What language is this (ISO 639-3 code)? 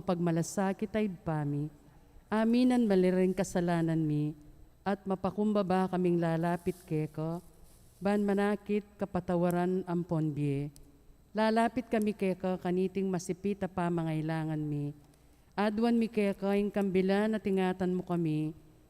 pam